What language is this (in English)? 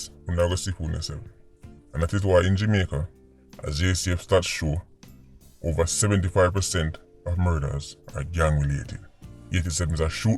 Jamaican Creole English